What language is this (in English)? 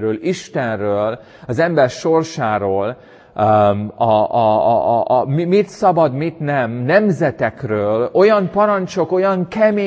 Hungarian